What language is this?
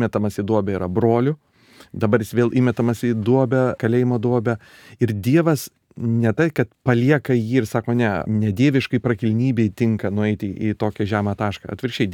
Lithuanian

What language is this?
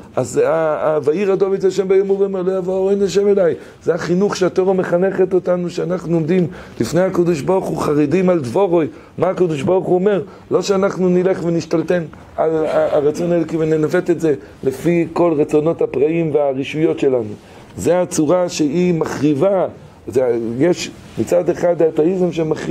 Hebrew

